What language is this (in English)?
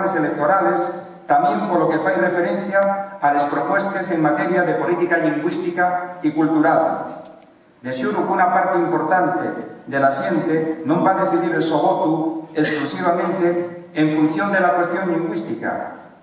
Asturian